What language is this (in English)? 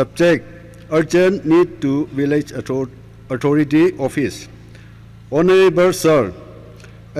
Tangkhul Naga (India)